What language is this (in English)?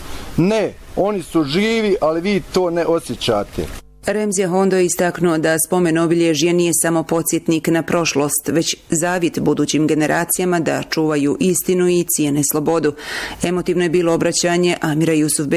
Bosnian